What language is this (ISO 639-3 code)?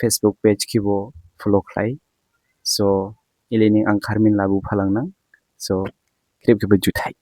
dis